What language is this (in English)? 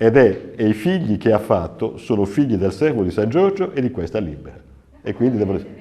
Sardinian